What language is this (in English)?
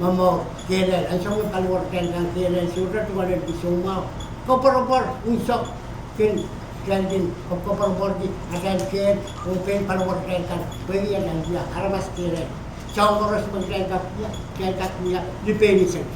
Pohnpeian